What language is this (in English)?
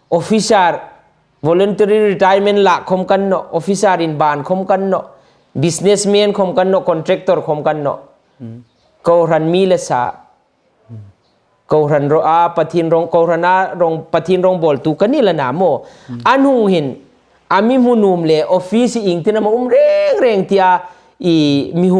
Hmar